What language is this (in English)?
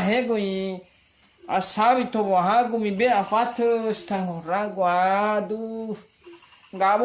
Nias